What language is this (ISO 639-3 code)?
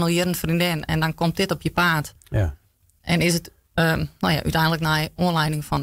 fry